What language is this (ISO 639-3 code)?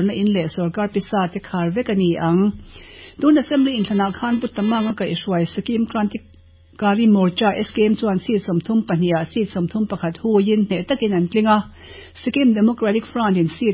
lus